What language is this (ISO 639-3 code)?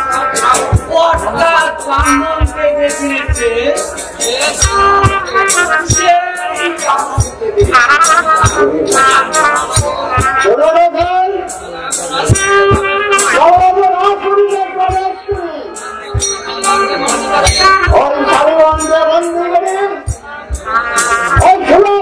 ben